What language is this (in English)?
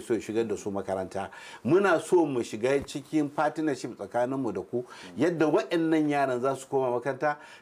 Hausa